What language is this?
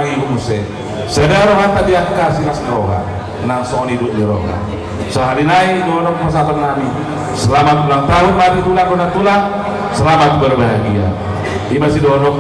Batak Toba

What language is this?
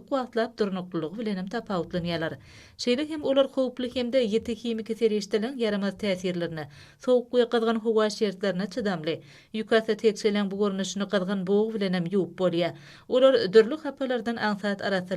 Turkmen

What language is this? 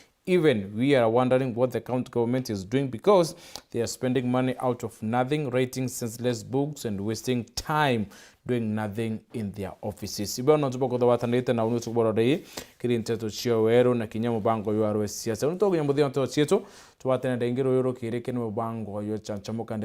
Meru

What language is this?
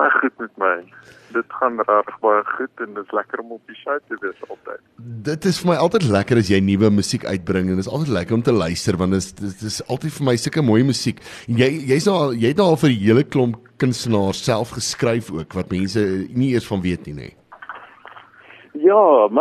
Afrikaans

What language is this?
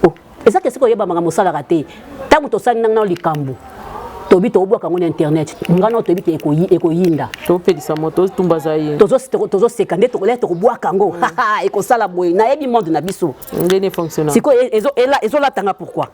Lingala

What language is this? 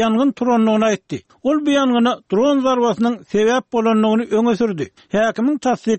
Turkmen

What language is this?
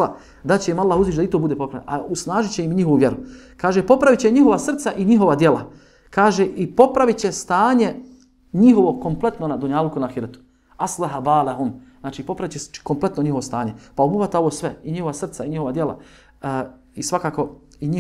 Bosnian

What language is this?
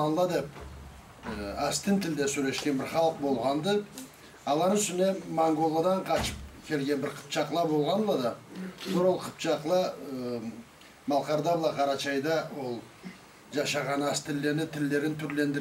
Karachay-Balkar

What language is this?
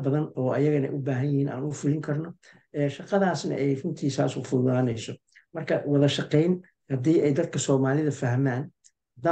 Somali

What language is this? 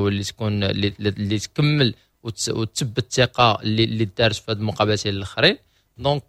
Moroccan Arabic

